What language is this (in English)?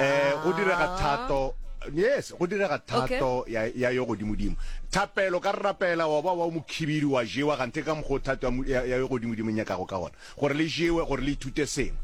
Northern Sotho